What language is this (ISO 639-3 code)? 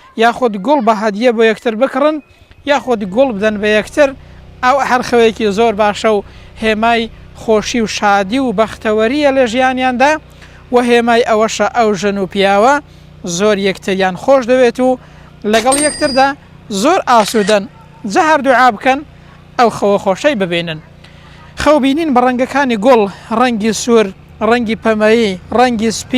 ckb